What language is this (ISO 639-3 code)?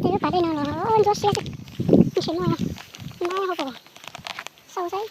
hmn